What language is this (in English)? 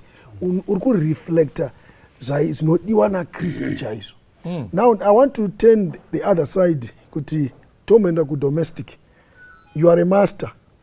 Shona